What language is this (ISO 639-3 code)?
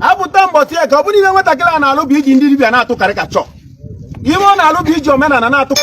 ibo